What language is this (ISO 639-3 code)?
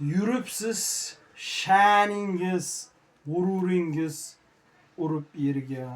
uzb